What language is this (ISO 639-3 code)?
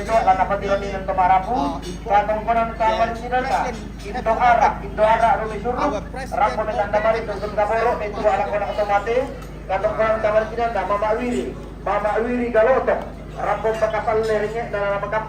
sda